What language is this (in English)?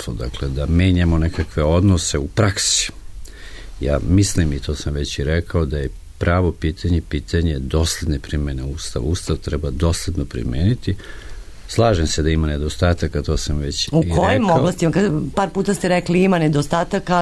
Serbian